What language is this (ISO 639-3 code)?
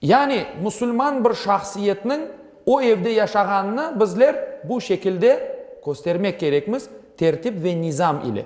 crh